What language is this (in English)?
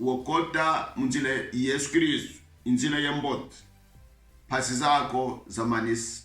Kongo